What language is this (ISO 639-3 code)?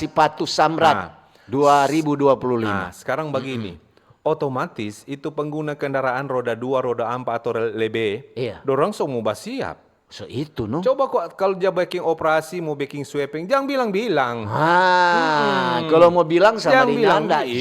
xmm